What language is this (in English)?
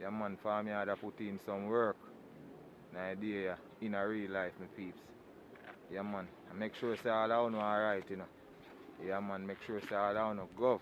Jamaican Creole English